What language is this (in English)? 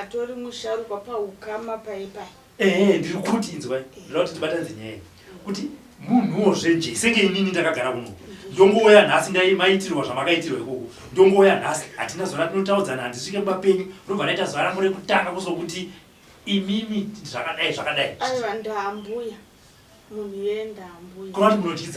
Shona